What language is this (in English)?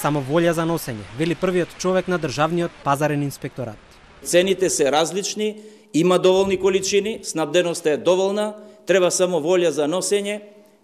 Macedonian